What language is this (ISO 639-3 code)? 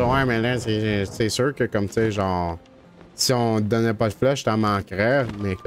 fra